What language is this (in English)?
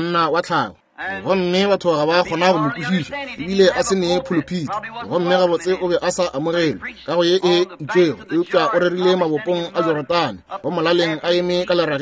Northern Sotho